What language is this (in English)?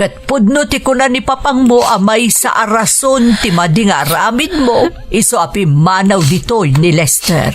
Iloko